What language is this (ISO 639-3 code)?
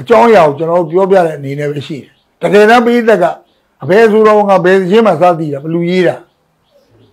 mya